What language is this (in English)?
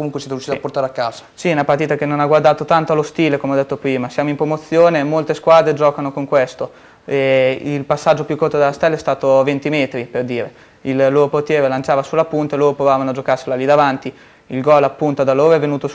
Italian